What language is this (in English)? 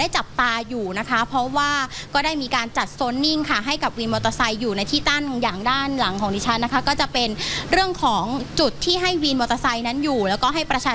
Thai